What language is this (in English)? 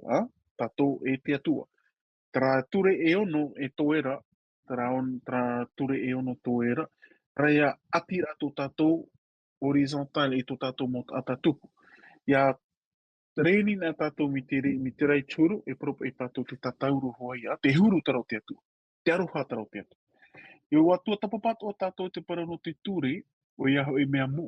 Tahitian